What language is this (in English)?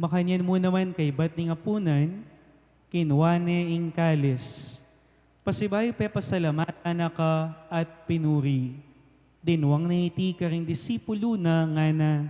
Pampanga